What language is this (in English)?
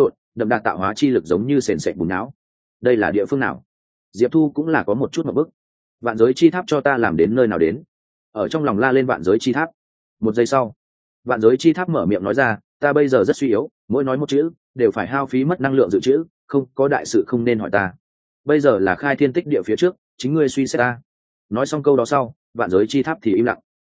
Vietnamese